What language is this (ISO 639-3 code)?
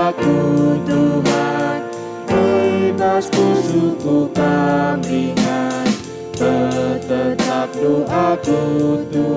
btx